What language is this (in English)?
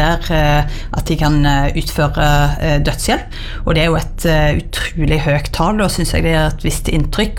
Norwegian